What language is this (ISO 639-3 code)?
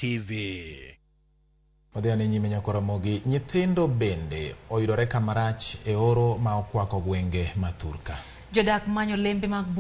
luo